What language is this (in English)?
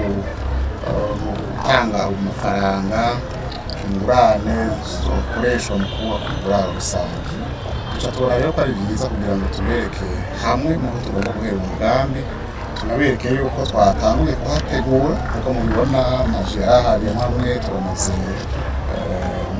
Rundi